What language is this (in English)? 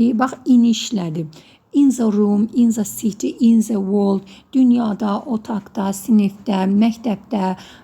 Azerbaijani